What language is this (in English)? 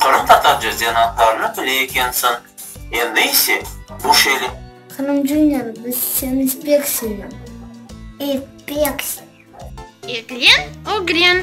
Crimean Tatar